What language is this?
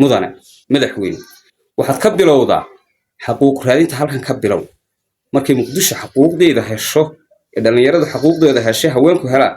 Somali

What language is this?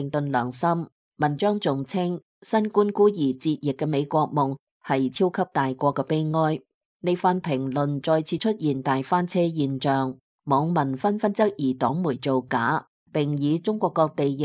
Cantonese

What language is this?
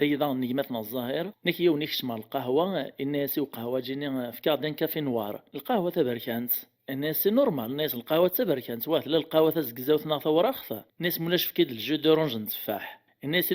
Kabyle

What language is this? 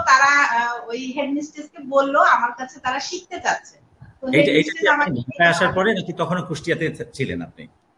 Bangla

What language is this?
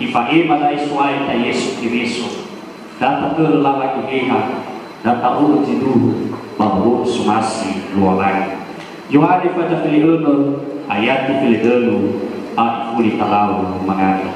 Nias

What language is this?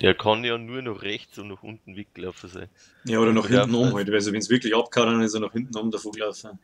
Bavarian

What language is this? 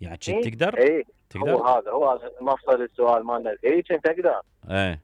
Mesopotamian Arabic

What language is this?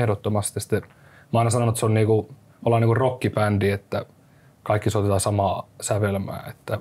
Finnish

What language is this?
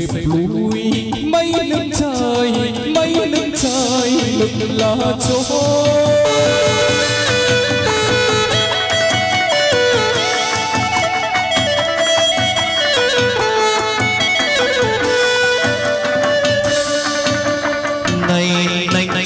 Vietnamese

